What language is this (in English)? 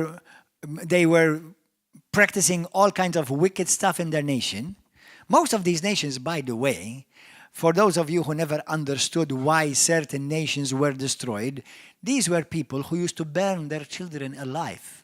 English